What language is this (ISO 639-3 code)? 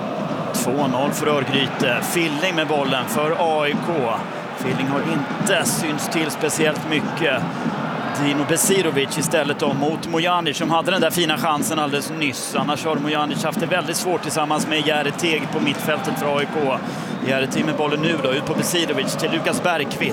swe